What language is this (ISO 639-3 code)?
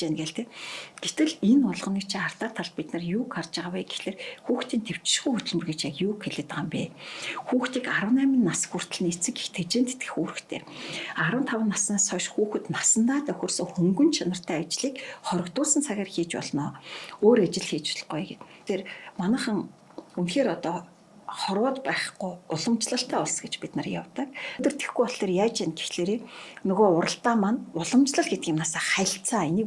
mon